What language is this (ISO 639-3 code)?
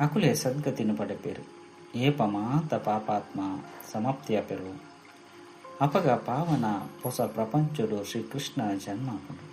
tcy